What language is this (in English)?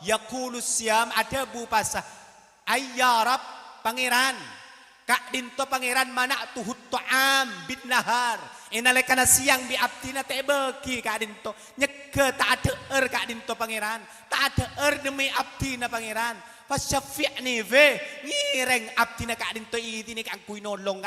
Madurese